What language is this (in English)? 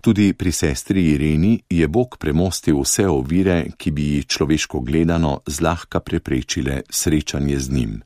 Slovenian